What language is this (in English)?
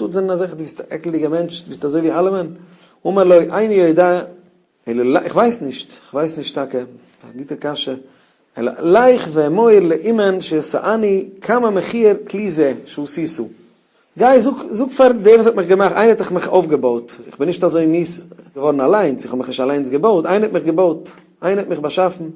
Yiddish